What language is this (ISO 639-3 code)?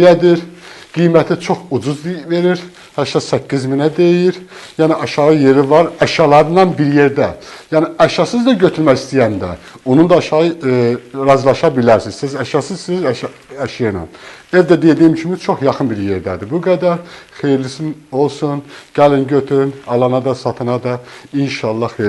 aze